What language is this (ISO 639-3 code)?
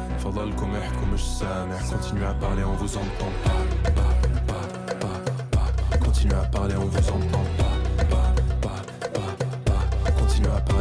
isl